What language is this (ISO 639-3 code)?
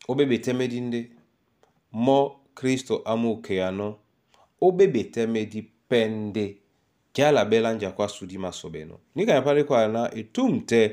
dua